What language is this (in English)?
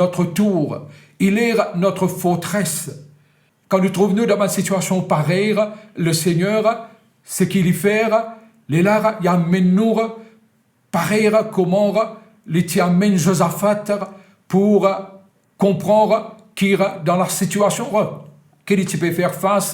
Morisyen